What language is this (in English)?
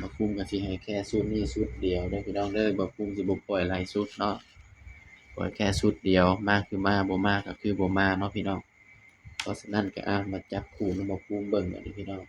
Northeastern Thai